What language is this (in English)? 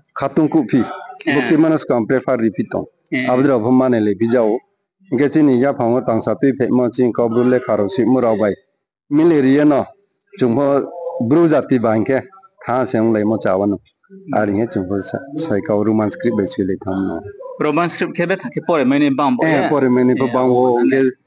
Riang (India)